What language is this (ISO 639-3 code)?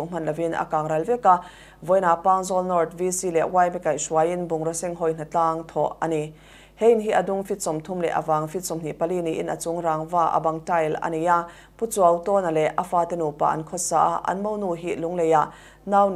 lus